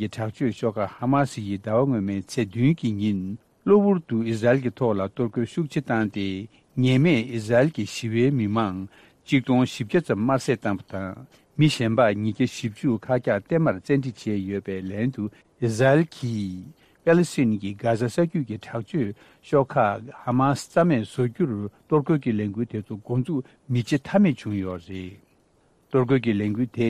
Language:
Tibetan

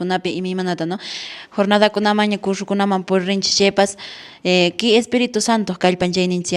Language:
Quechua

